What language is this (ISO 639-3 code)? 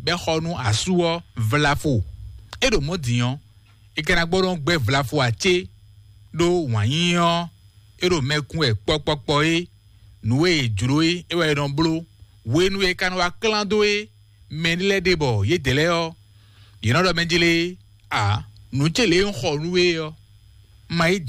fon